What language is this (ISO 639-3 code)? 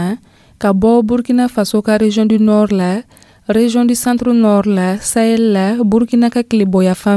dyu